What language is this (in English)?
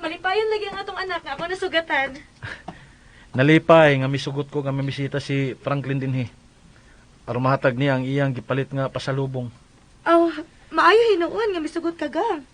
Cebuano